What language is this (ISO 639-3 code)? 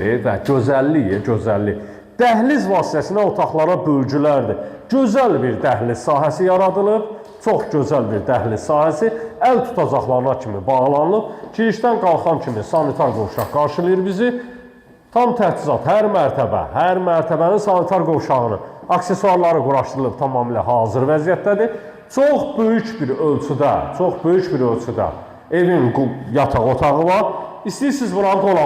aze